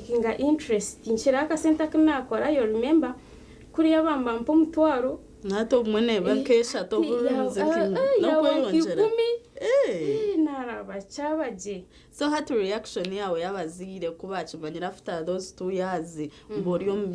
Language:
Nyankole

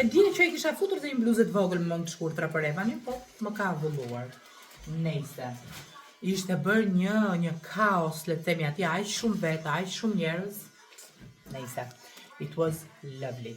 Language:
Albanian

